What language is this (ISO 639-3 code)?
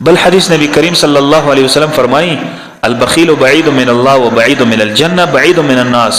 pus